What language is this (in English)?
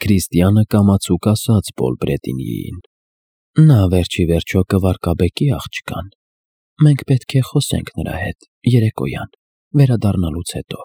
Armenian